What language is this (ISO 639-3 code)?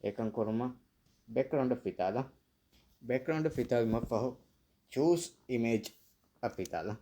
div